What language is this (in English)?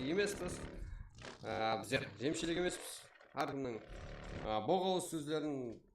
Kara-Kalpak